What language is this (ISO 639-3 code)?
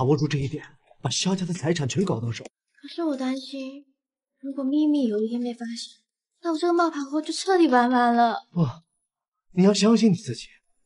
zho